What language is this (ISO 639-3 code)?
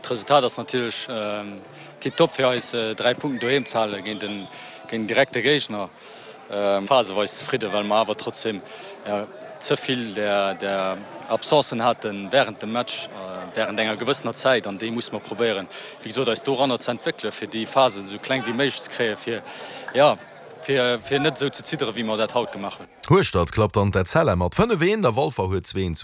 ltz